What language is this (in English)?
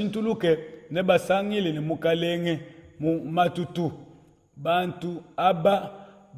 Luba-Lulua